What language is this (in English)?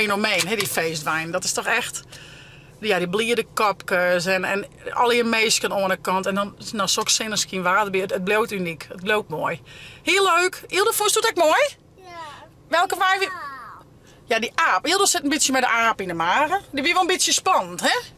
Western Frisian